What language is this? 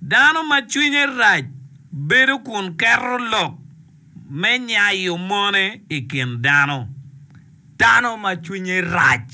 Acoli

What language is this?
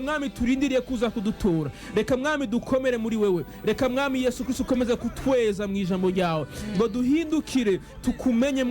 Rundi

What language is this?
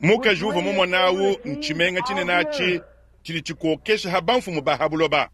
Luba-Lulua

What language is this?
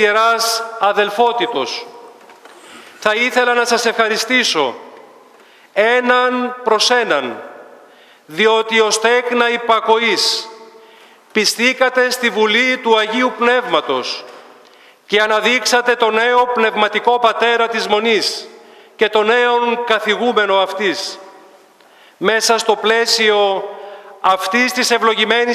Greek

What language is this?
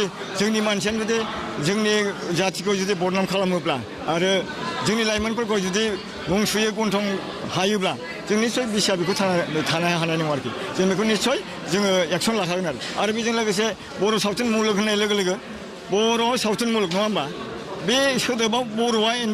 Bodo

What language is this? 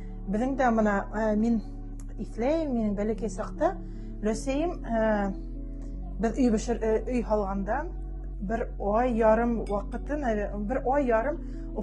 Bashkir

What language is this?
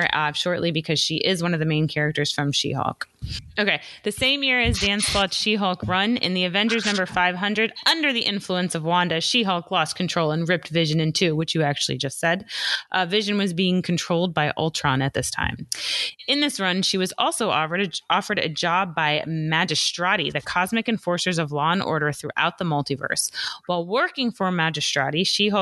English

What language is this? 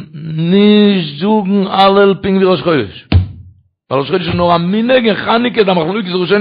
Yiddish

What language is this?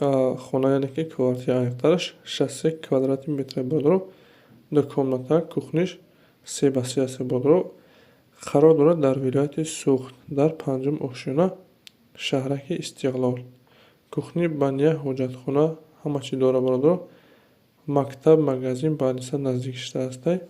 Tajik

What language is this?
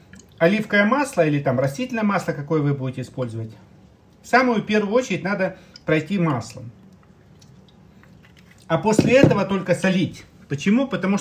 Russian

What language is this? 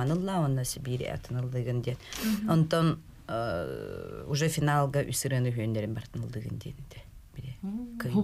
Yakut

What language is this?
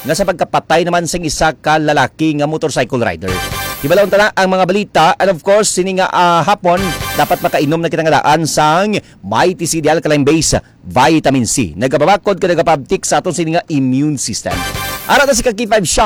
Hiligaynon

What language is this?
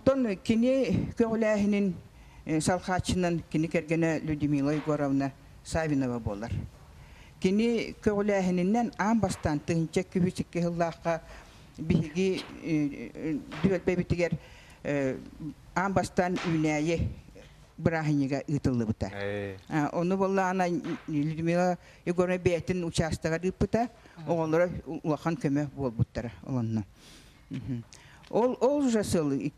Yakut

